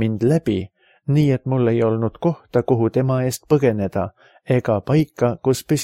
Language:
Estonian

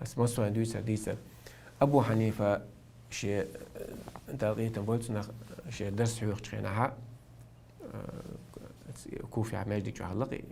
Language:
Chechen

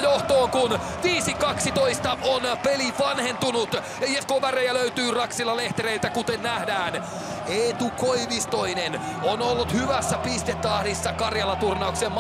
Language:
Finnish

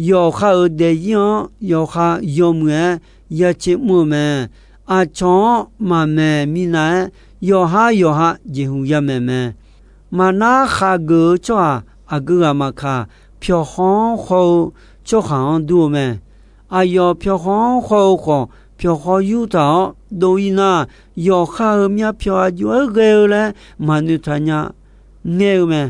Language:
Akha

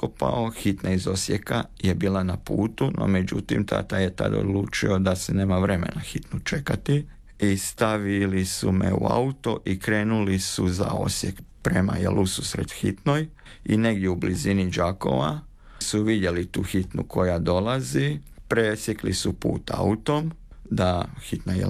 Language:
Croatian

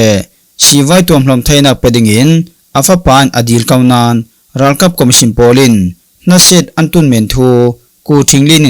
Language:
Falam Chin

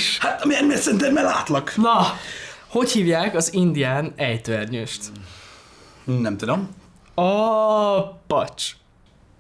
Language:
Hungarian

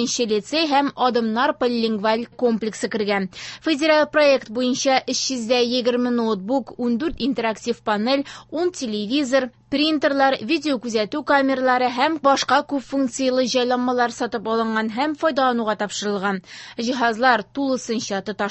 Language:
Tatar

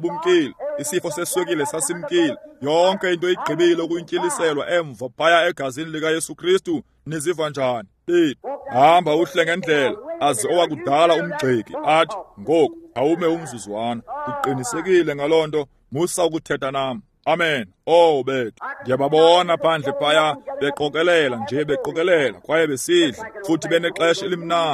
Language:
Xhosa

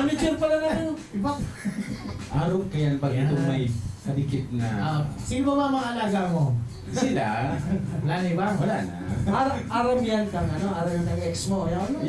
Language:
Bikol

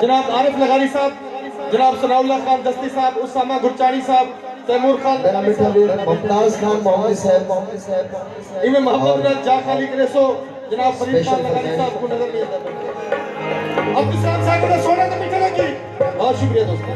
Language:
Saraiki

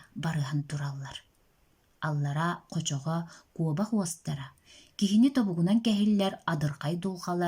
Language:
Yakut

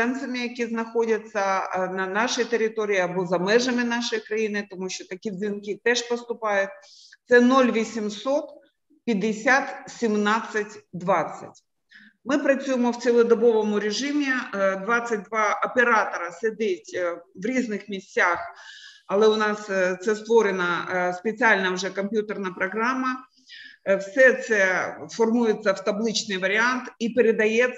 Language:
Ukrainian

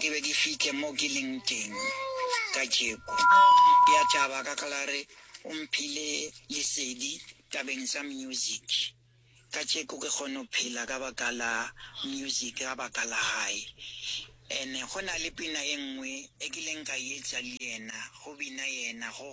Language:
Northern Sotho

